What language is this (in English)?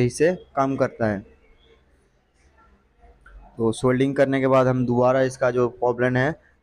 Hindi